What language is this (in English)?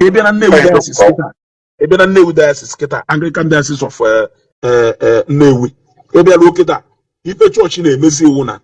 Igbo